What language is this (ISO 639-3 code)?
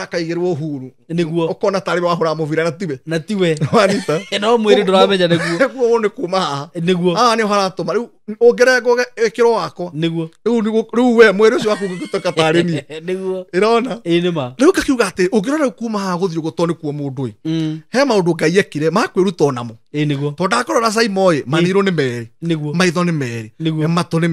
kik